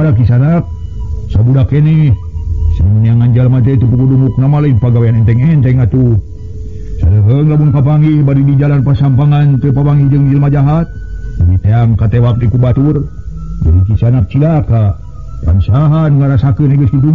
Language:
Sundanese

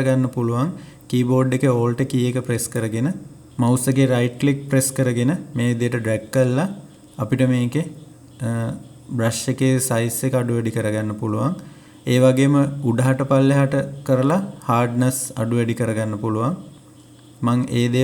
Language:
Sinhala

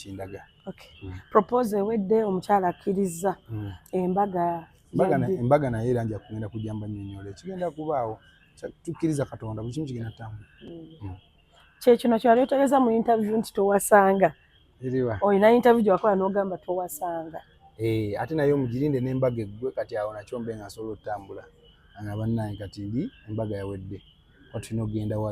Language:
Ganda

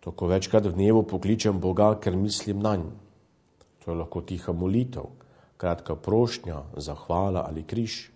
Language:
Slovenian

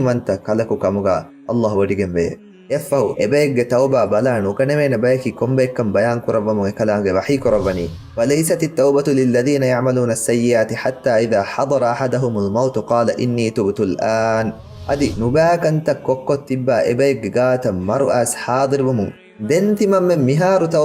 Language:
Divehi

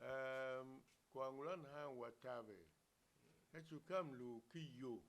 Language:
Tiv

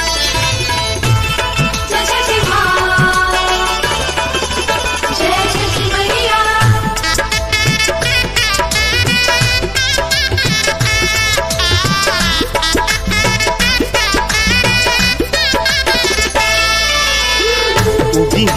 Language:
Bhojpuri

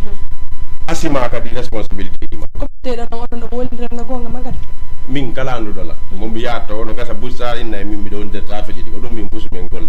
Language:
Fula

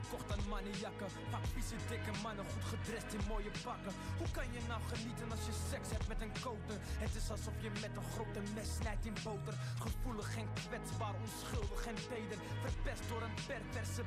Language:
Dutch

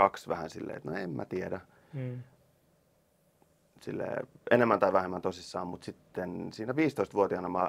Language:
Finnish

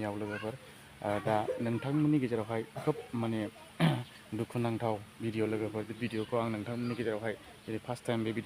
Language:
Bodo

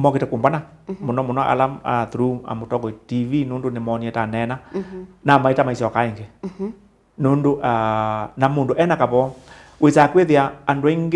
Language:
Kamba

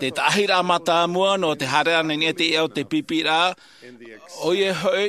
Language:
Tahitian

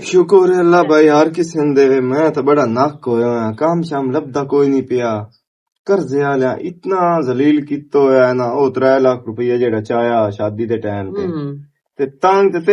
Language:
Western Panjabi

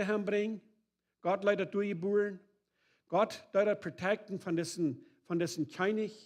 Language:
Plautdietsch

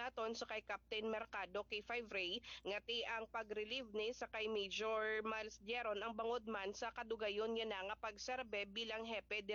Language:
Hiligaynon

